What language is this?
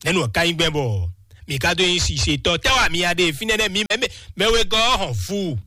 Fon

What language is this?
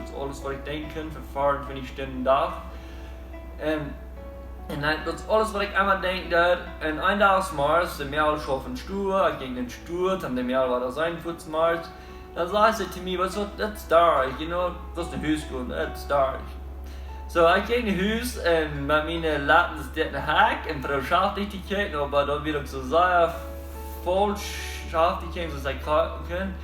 Plautdietsch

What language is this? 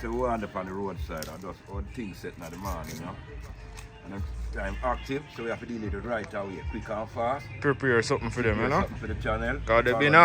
Jamaican Creole English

